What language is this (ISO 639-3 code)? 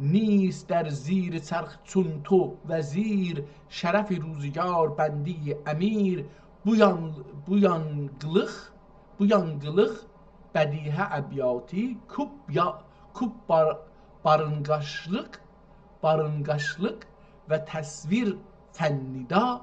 azb